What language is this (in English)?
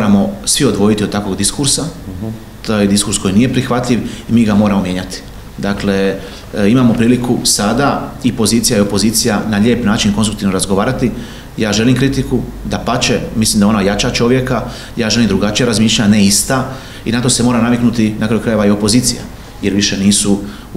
Croatian